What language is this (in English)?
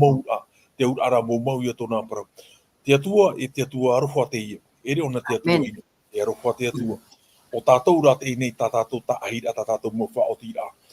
Tahitian